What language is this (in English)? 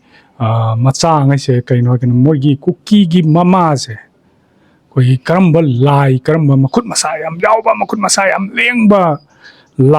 Manipuri